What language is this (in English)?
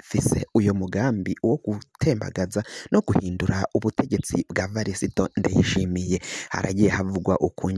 Rundi